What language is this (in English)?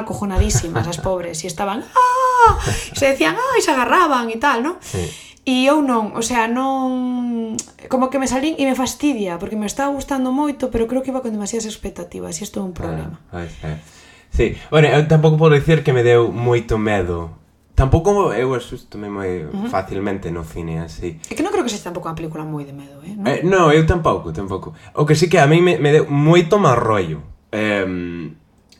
Galician